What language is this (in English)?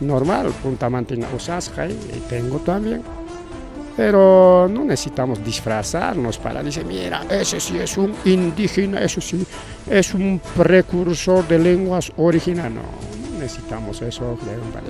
Ayacucho Quechua